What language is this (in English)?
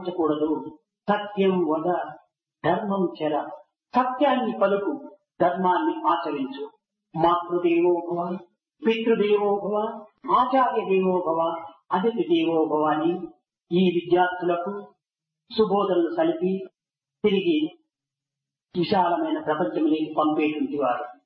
Telugu